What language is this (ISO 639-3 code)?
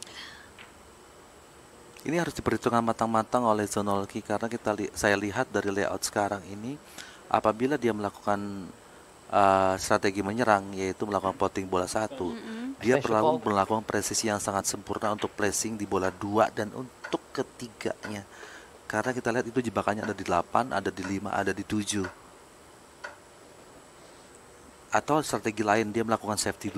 ind